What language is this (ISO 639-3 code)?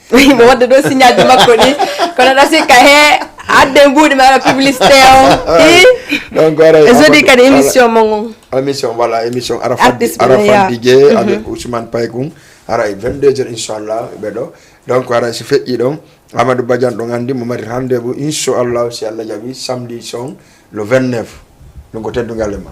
ful